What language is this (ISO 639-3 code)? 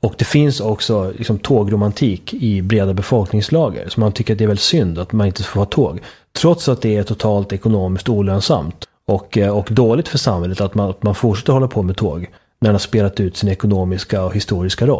swe